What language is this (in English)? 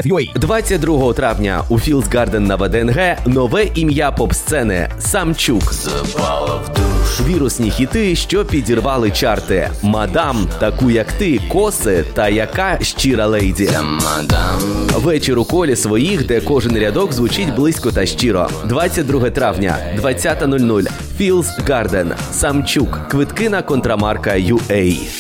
Ukrainian